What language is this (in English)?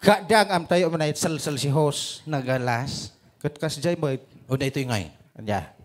Iloko